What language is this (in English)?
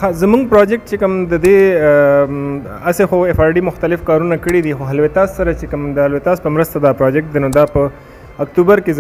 Pashto